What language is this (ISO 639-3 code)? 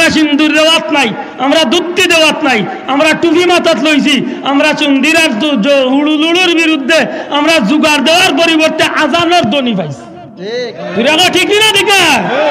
syl